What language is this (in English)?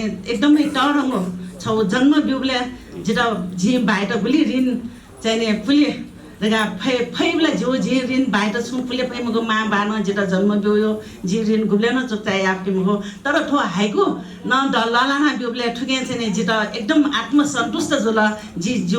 Newari